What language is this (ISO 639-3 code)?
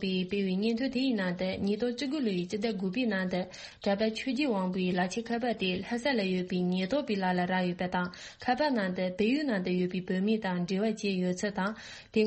bod